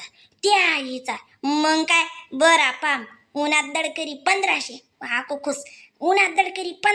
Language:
Khandesi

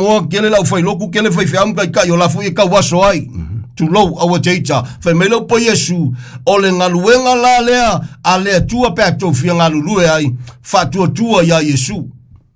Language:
Samoan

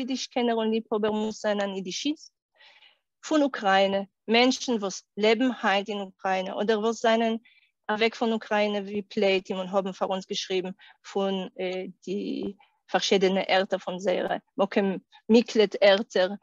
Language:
Yiddish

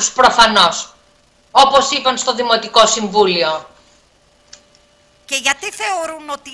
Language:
Greek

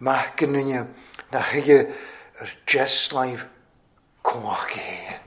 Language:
Welsh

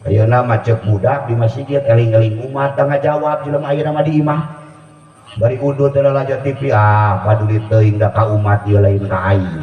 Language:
Sundanese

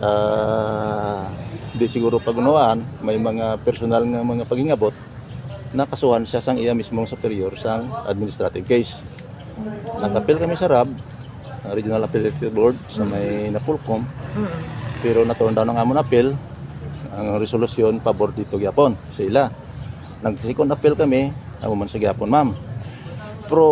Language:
Hiligaynon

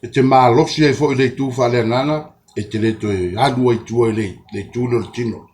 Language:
Samoan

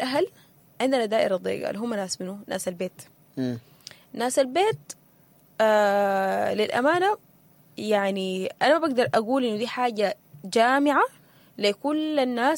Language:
Sudanese Arabic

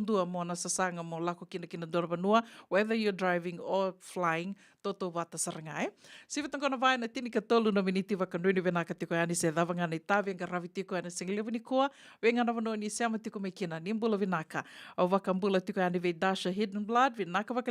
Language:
Fijian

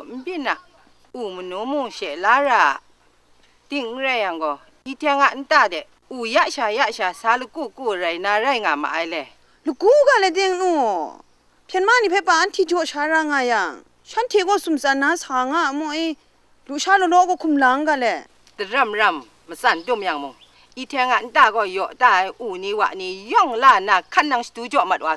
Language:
Kachin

